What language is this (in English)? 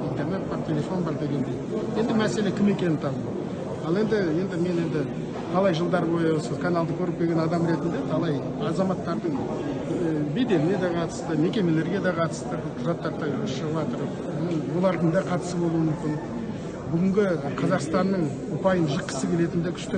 Kazakh